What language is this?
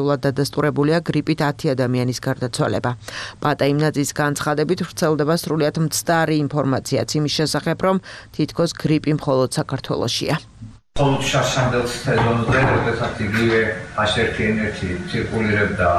Georgian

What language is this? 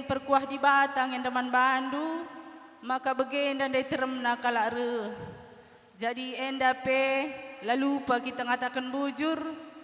Batak Karo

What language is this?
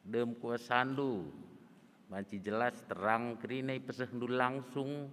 Batak Karo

